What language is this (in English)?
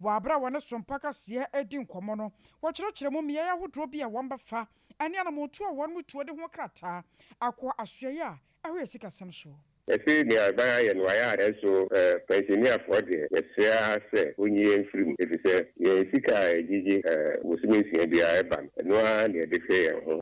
Akan